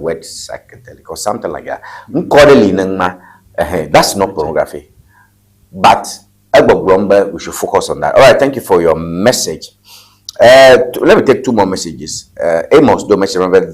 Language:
Ewe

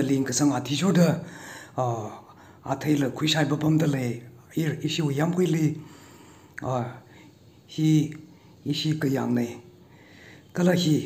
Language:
Tangkhul Naga (India)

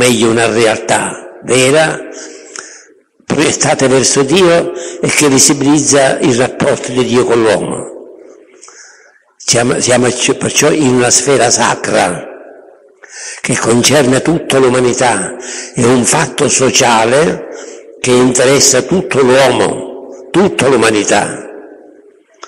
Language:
Italian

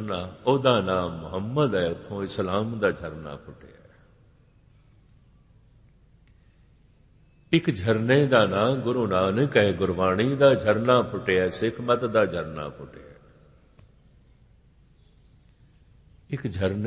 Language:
Punjabi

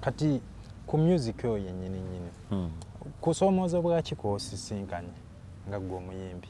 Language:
Ganda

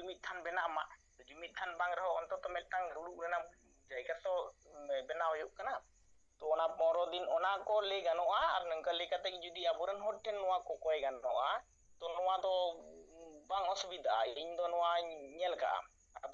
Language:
Santali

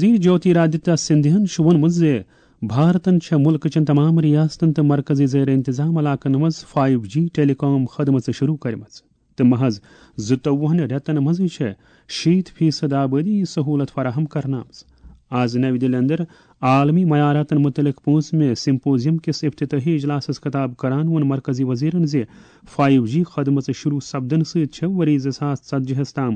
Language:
Kashmiri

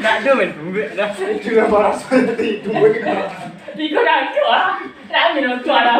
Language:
Minangkabau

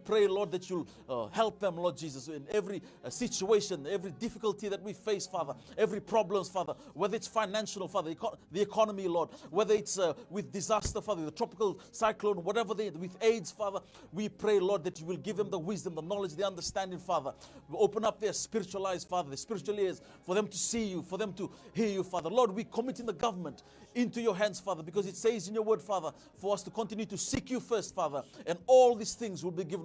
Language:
Fijian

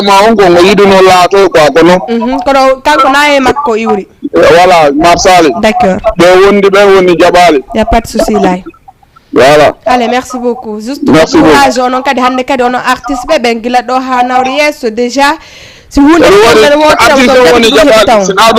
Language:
Fula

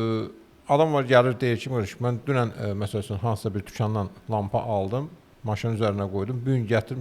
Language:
Azerbaijani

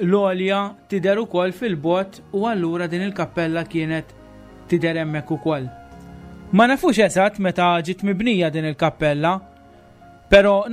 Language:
Maltese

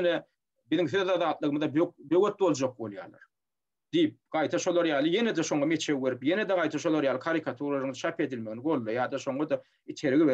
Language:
Turkmen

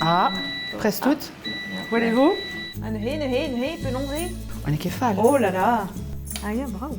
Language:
Breton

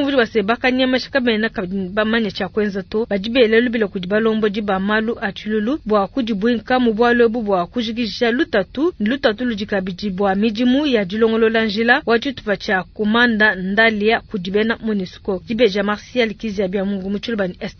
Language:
Luba-Lulua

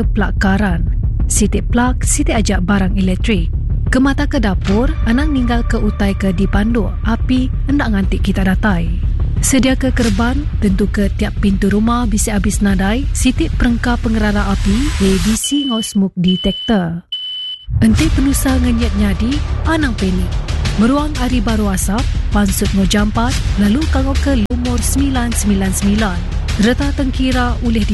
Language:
Iban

